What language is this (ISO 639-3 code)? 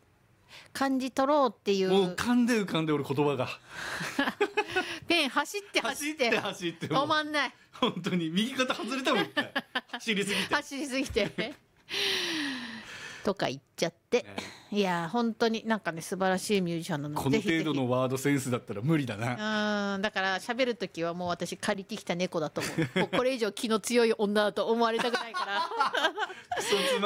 jpn